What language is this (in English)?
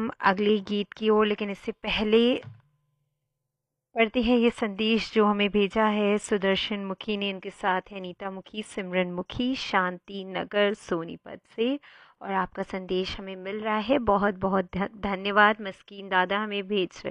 Hindi